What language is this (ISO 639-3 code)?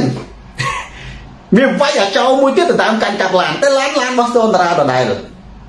khm